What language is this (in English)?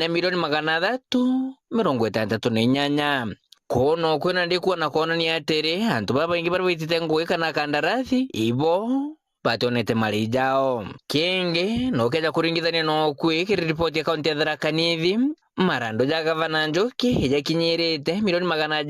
Meru